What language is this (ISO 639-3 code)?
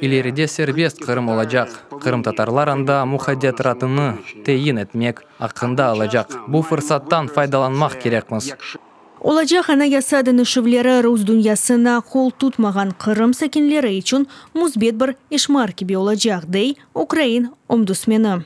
crh